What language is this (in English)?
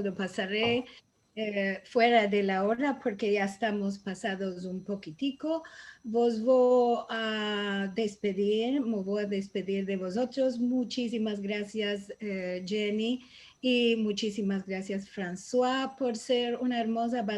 Ladino